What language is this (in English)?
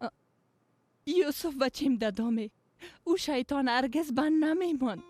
Persian